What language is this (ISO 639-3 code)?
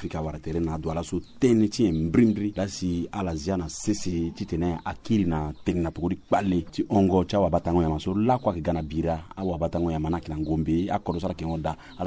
sag